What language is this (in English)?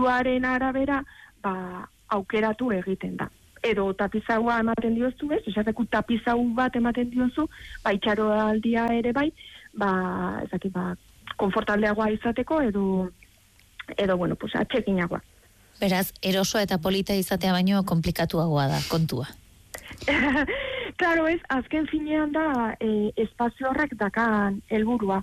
Basque